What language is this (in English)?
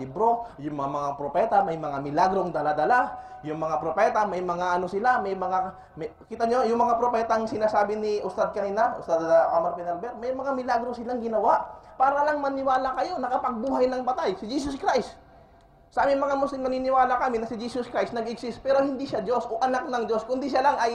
Filipino